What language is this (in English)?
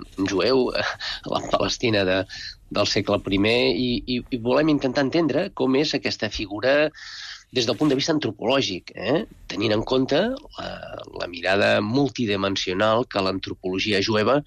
Catalan